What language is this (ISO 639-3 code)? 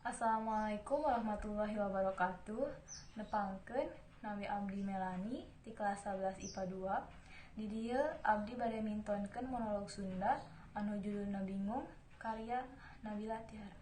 sun